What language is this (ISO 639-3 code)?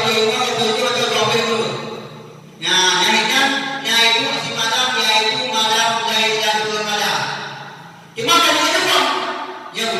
ace